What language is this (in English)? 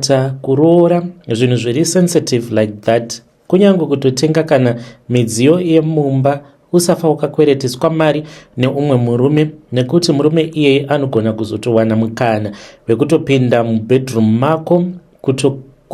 Shona